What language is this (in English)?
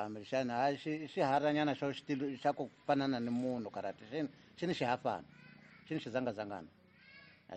Tsonga